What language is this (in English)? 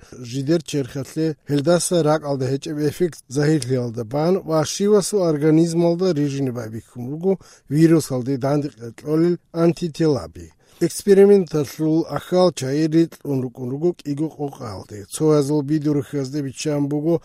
Avaric